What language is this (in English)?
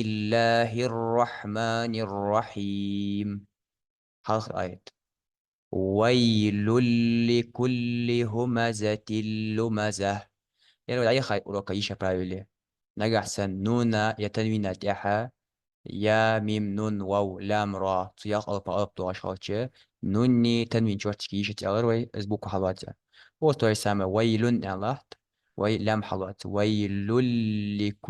Ingush